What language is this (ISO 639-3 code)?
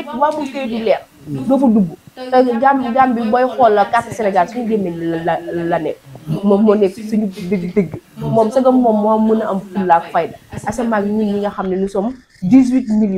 wol